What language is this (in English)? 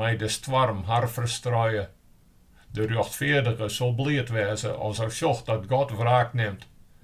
Western Frisian